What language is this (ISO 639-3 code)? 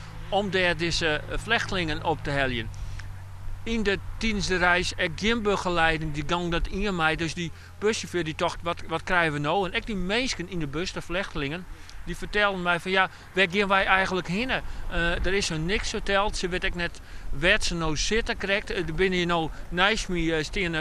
fry